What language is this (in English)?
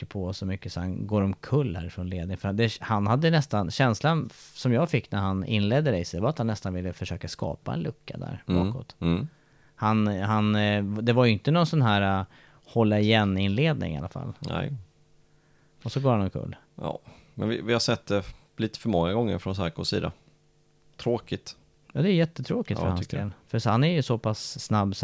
Swedish